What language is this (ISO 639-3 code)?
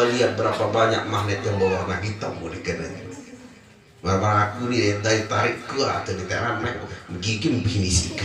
sas